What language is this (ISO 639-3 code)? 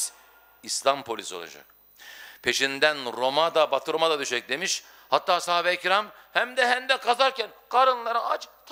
tur